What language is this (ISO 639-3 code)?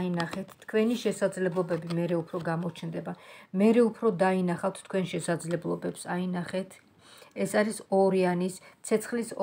kat